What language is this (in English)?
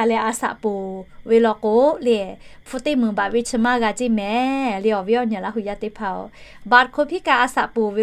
Lahu